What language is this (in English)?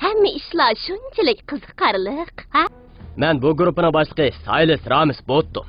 Uyghur